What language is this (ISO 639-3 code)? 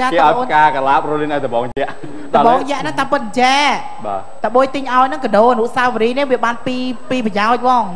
khm